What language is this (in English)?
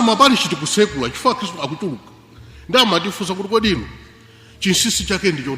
Nyanja